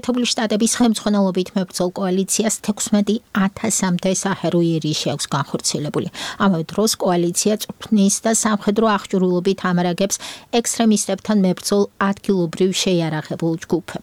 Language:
Georgian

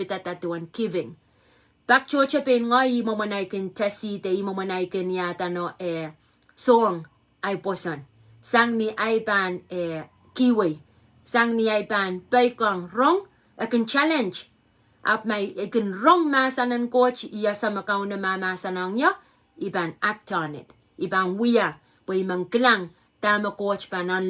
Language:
Pohnpeian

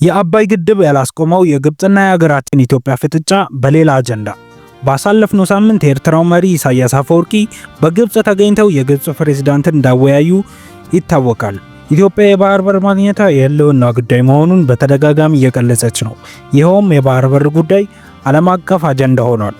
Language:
Amharic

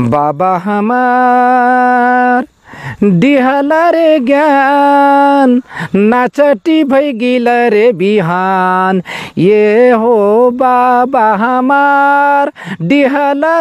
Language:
Nepali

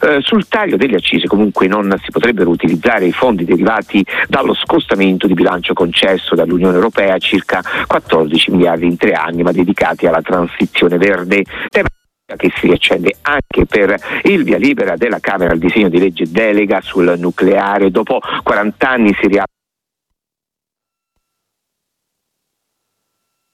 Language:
Italian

